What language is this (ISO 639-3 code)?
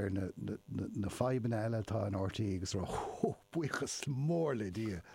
gle